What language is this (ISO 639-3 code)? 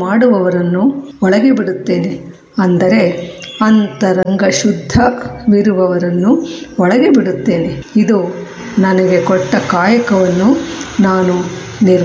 kan